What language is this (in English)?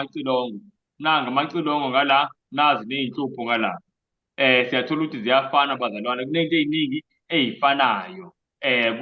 Zulu